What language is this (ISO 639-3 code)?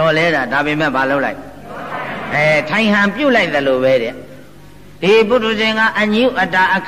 mya